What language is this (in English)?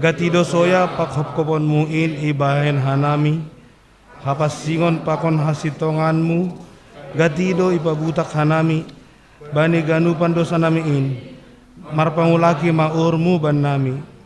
Batak Simalungun